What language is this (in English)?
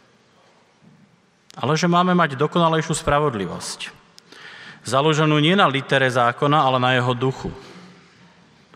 Slovak